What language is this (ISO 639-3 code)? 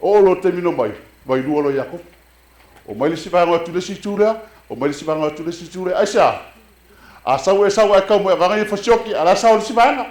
smo